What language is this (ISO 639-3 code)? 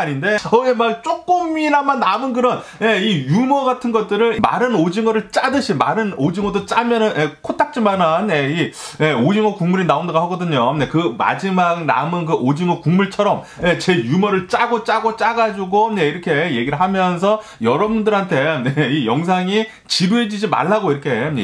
kor